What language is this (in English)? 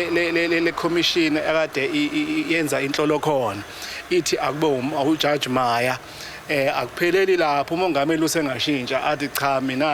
Zulu